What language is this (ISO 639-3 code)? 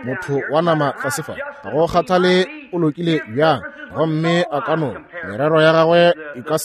nso